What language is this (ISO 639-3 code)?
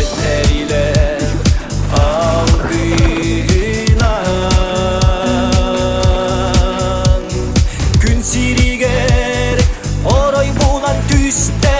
sah